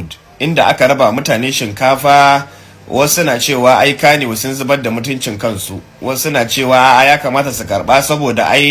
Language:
Hausa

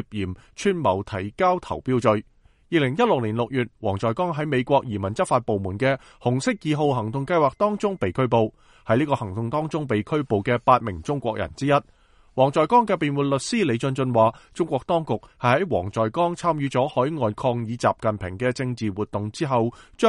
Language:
Cantonese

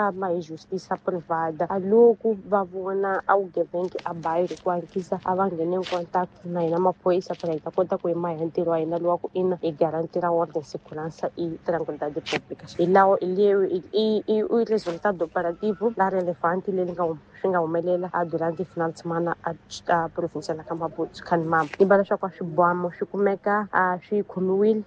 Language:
Tsonga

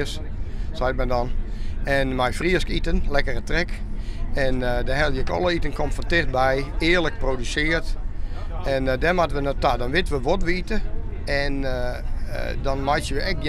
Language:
Western Frisian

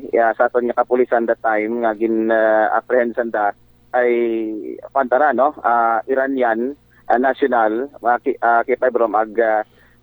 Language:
Aklanon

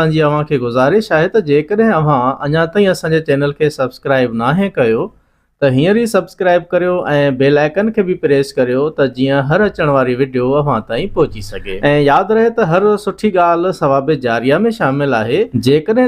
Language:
Sindhi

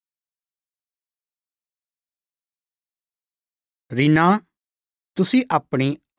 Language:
Punjabi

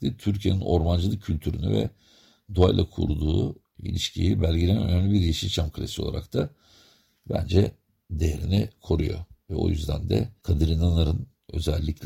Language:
Turkish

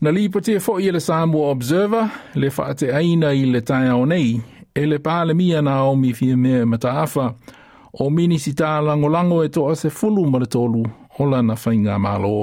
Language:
Samoan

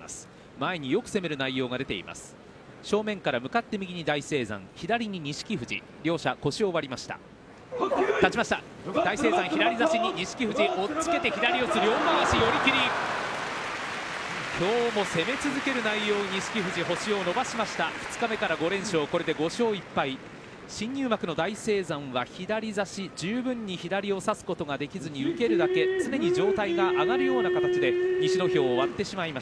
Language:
Japanese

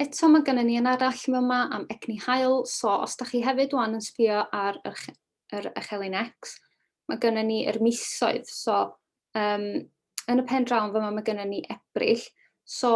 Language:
Welsh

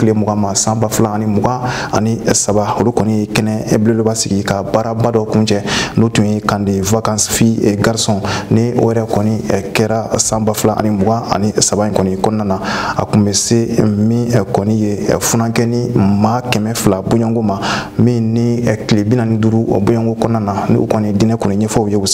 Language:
Bambara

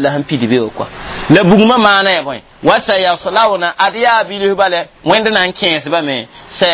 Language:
Mossi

